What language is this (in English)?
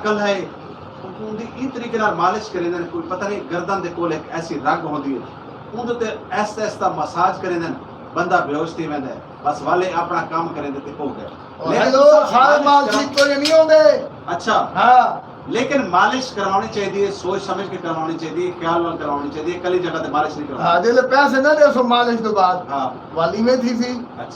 Saraiki